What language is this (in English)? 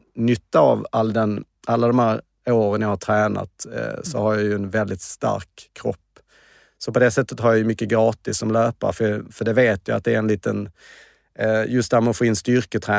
Swedish